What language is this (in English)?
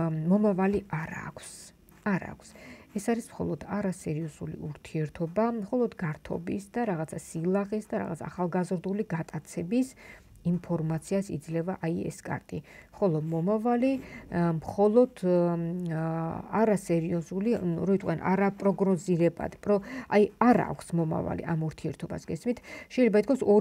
Georgian